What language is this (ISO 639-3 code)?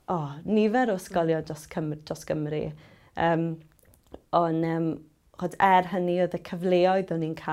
cym